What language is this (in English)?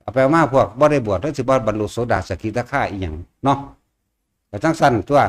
Northeastern Thai